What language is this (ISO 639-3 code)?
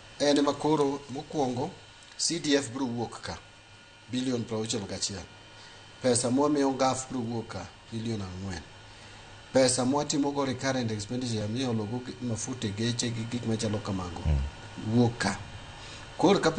luo